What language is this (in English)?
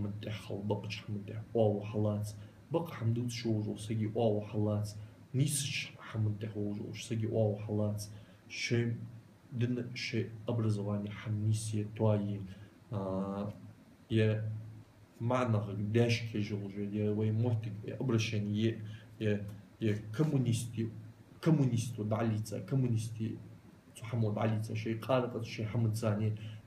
Ingush